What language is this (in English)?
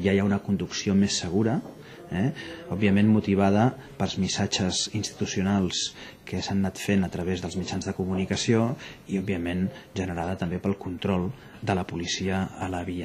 Catalan